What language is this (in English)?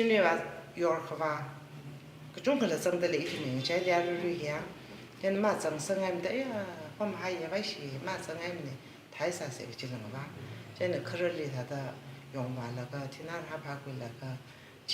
Tangkhul Naga (India)